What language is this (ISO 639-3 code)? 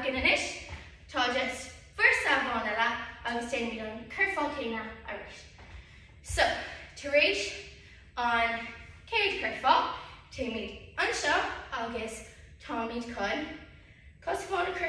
gle